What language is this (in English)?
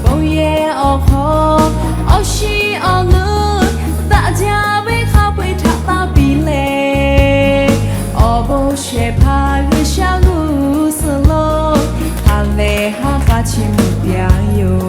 Lahu